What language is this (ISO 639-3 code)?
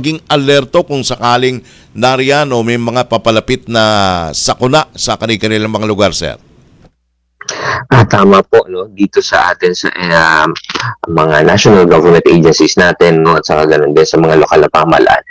fil